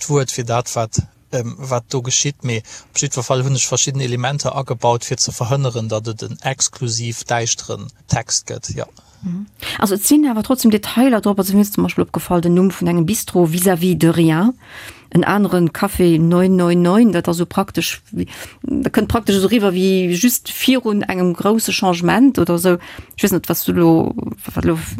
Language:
Luxembourgish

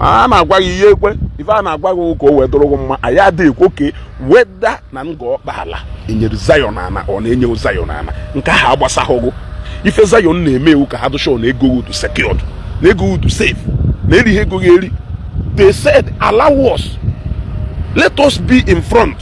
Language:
Igbo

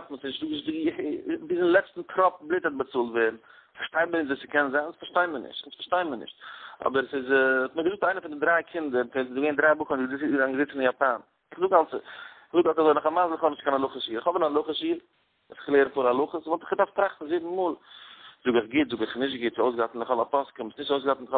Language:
Yiddish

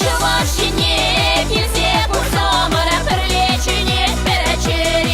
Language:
Chuvash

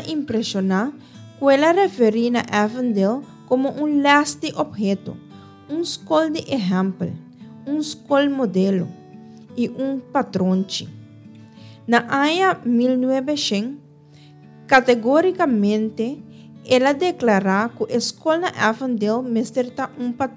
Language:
Papiamento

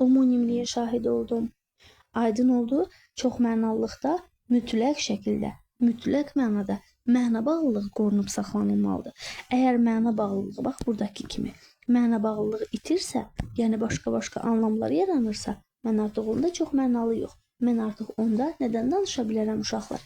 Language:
Azerbaijani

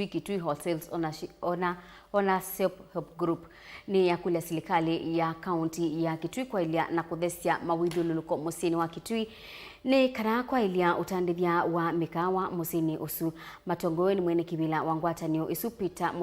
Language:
Kamba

